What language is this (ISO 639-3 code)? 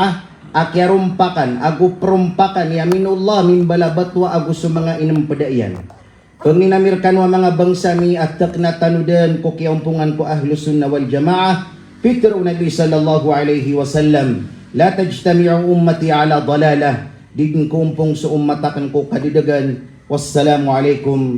mrw